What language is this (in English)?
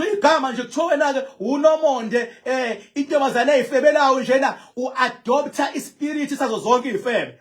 Zulu